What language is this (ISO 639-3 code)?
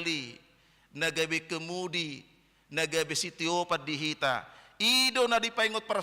bbc